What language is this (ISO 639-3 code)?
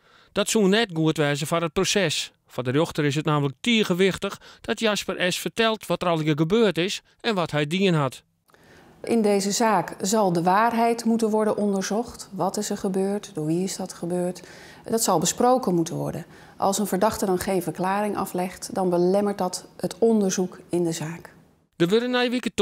fry